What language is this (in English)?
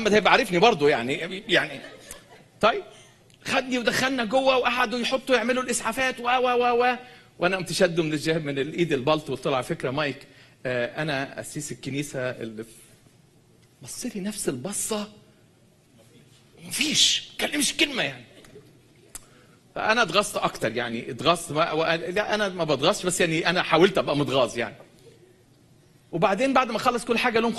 Egyptian Arabic